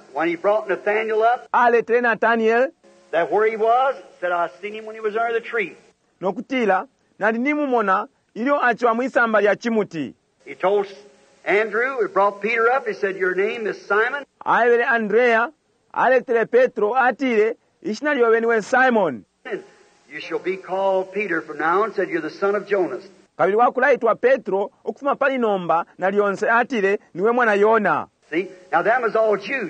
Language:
Bemba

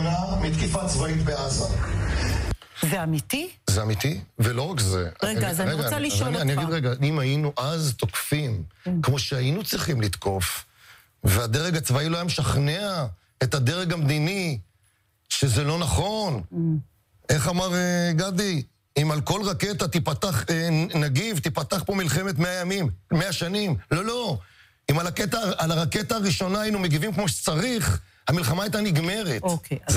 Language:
Hebrew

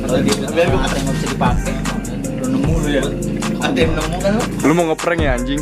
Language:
Betawi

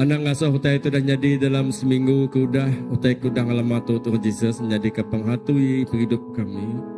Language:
Iban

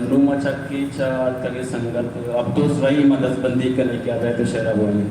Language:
Eastern Balochi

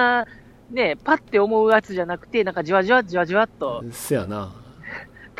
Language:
Japanese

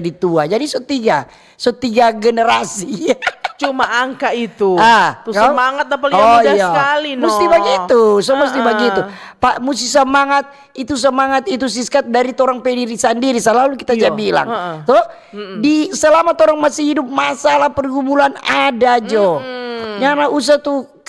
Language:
Manado Malay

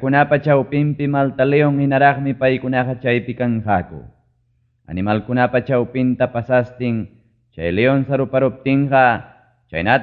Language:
Ayacucho Quechua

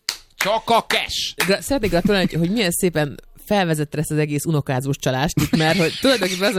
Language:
Hungarian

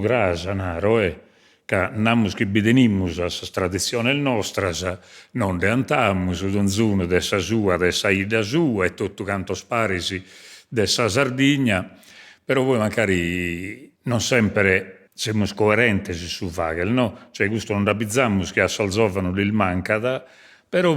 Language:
Sardinian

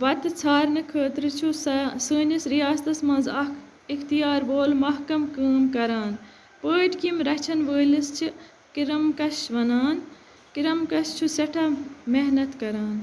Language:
Kashmiri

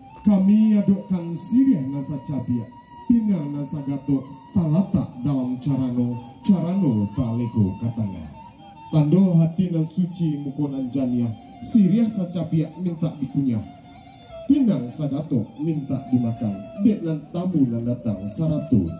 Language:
Minangkabau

